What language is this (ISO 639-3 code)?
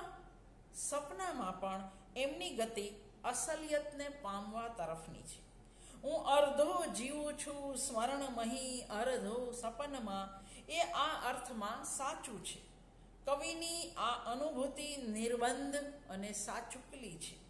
guj